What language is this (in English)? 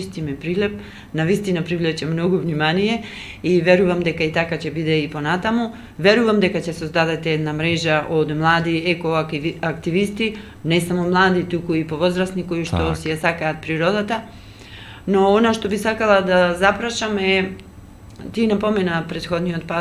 Macedonian